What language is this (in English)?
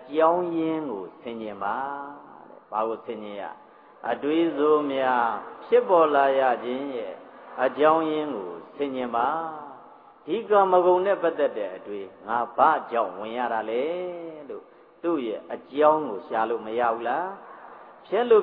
Burmese